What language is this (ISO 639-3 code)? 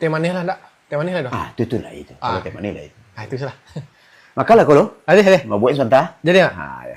min